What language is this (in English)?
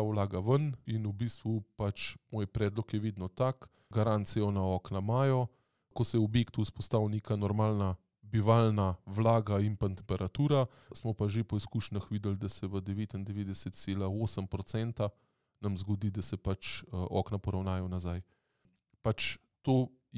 Slovenian